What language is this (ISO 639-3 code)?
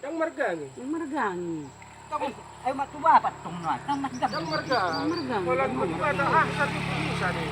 bbc